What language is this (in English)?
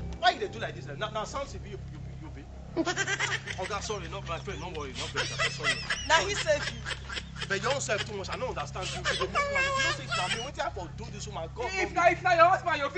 Nigerian Pidgin